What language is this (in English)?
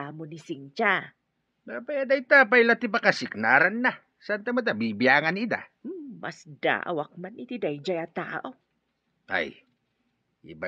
Iloko